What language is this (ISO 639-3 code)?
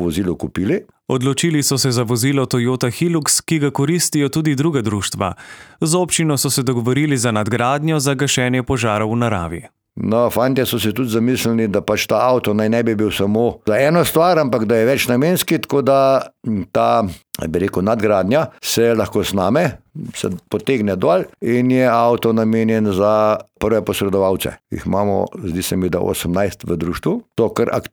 slv